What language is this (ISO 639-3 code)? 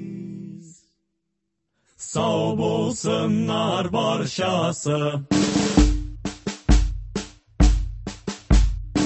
tat